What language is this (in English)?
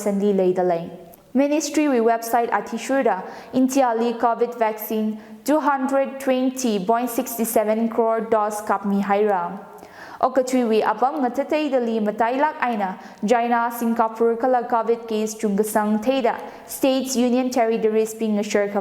Tangkhul Naga (India)